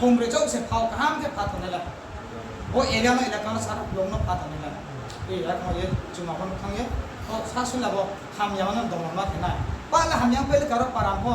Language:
Riang (India)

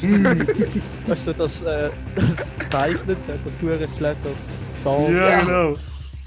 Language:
Swiss German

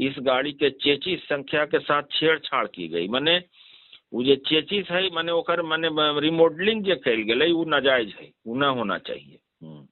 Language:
Magahi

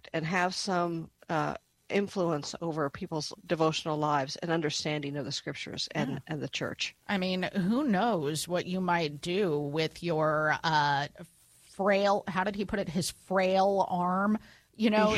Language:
English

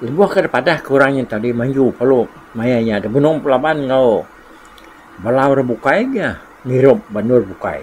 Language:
Iban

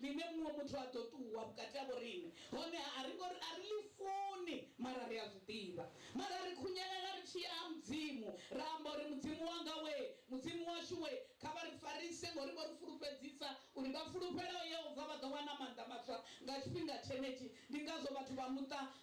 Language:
Venda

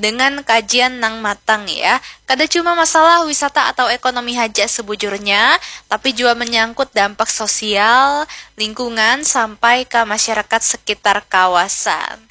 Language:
Banjar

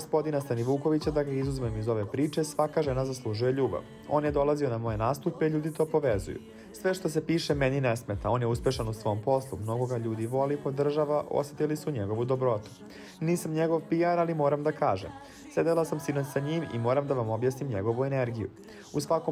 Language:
Serbian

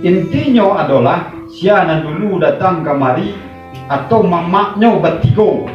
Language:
Minangkabau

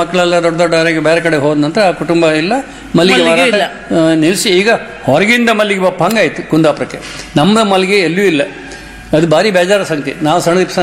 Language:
Kannada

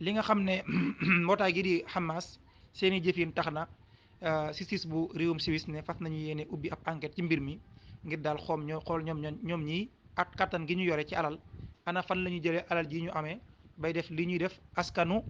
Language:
Wolof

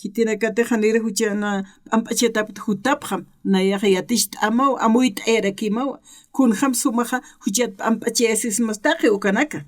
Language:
Aymara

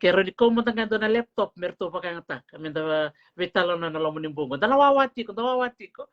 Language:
Fijian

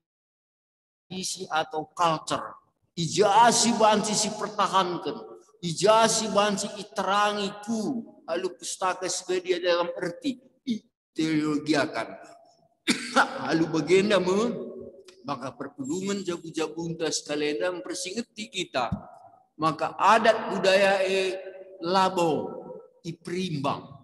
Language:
Batak Karo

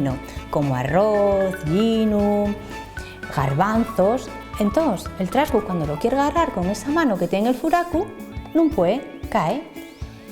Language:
Asturian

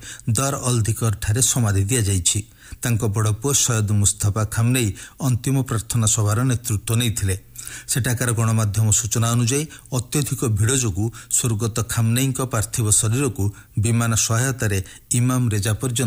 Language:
Odia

